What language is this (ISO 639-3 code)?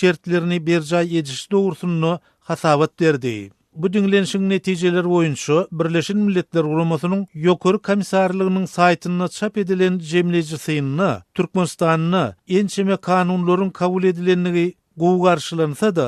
tuk